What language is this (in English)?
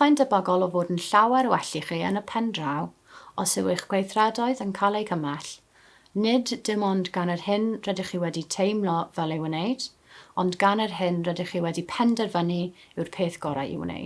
Welsh